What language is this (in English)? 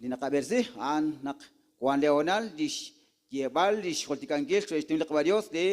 Kekchí